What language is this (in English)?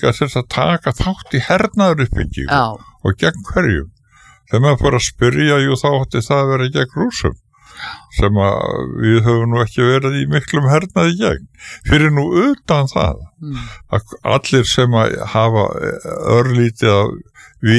Icelandic